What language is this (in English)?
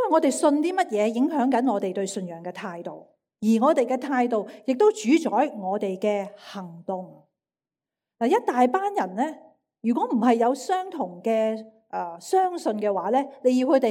Cantonese